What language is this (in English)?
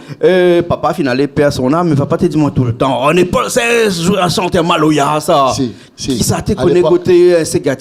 Réunion Creole French